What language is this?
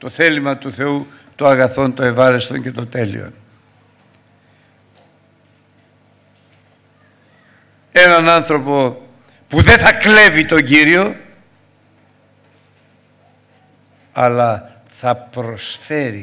Greek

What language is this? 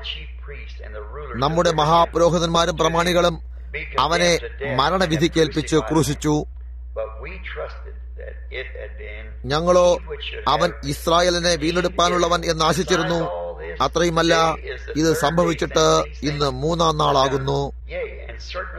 Malayalam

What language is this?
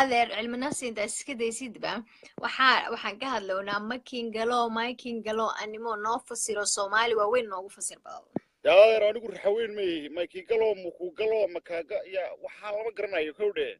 Somali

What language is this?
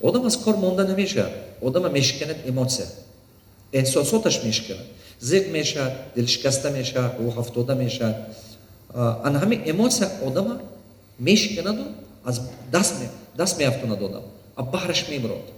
Tajik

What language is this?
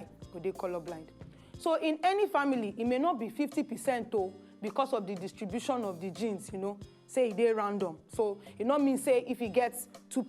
Nigerian Pidgin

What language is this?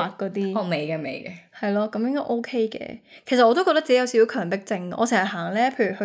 Cantonese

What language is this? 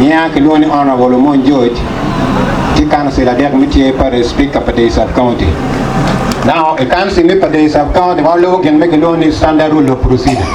Acoli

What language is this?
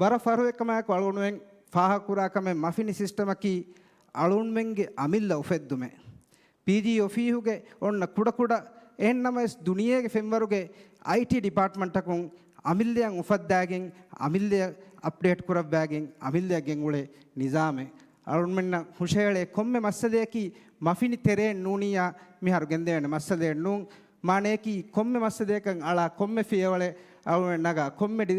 Divehi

